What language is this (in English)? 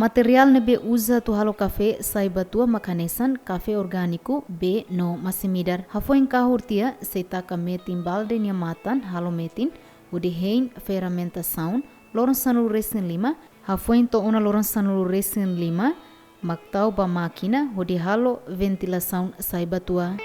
Tetum